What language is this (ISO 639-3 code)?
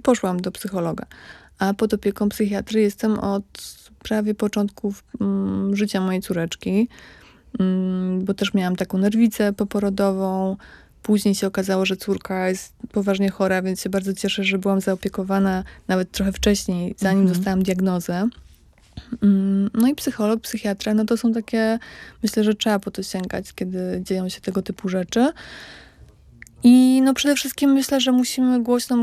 pol